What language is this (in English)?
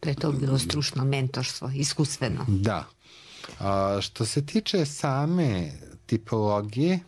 Serbian